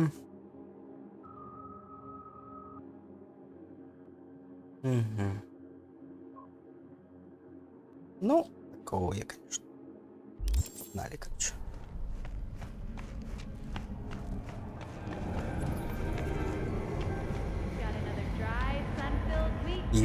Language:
Russian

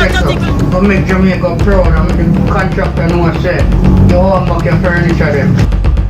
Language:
Jamaican Creole English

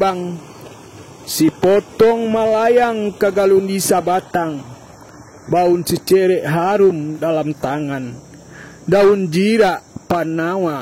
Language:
Minangkabau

